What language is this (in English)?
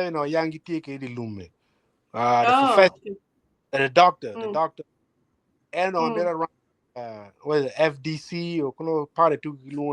Acoli